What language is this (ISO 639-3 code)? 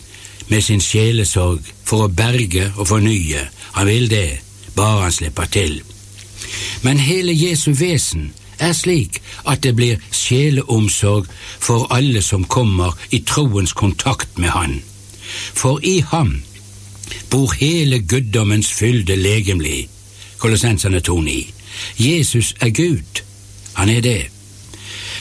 nor